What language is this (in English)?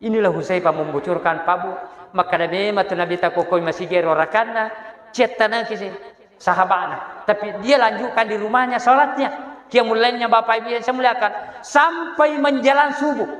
Buginese